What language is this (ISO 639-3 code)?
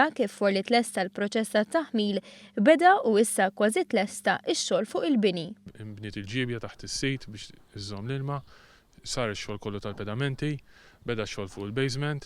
mlt